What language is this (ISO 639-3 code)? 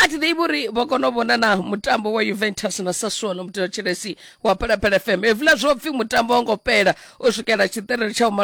ven